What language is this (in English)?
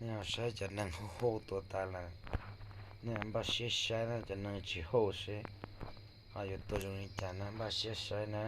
Hmong